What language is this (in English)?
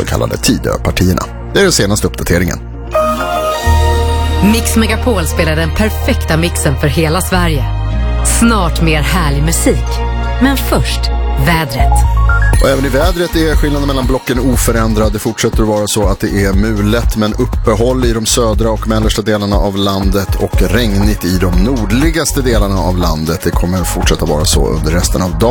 Swedish